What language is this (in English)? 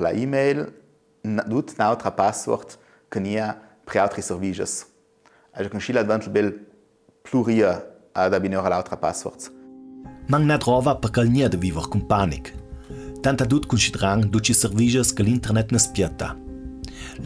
Ladin